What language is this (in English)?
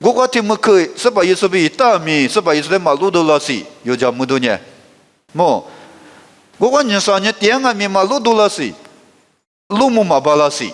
Lisu